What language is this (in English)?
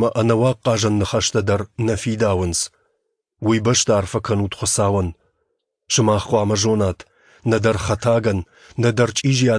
Ossetic